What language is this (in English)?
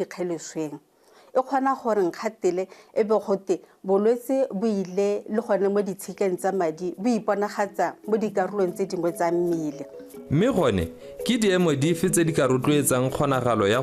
Tswana